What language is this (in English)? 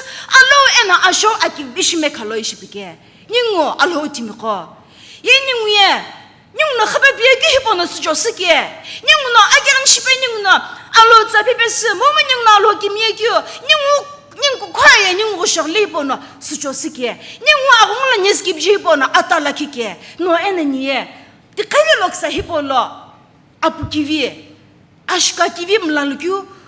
Sumi Naga